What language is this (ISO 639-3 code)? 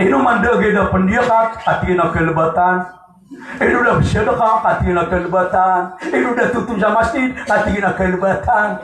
mrw